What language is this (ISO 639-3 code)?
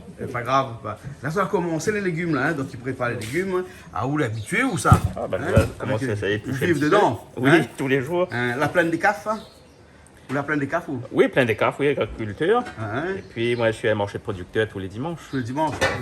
rcf